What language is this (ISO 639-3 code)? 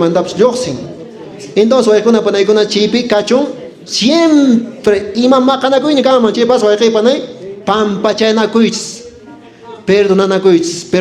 que